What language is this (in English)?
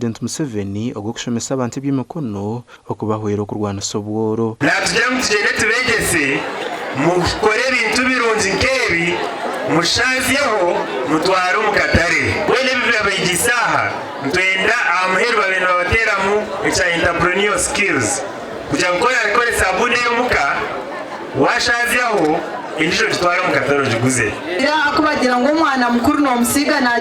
Nyankole